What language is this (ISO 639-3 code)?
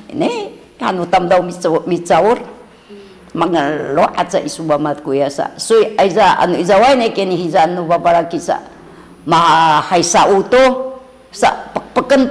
szy